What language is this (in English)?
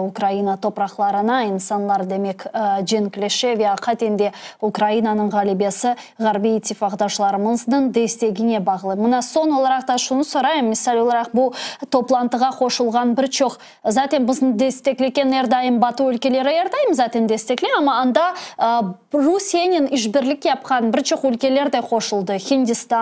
Crimean Tatar